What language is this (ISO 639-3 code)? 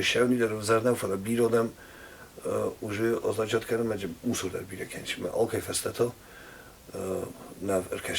oss